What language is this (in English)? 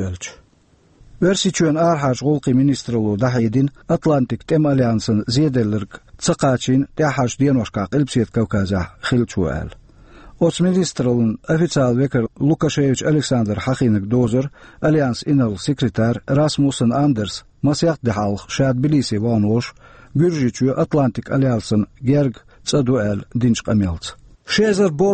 Chechen